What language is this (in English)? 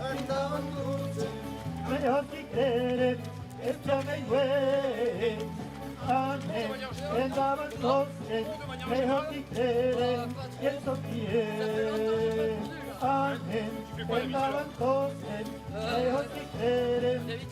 Occitan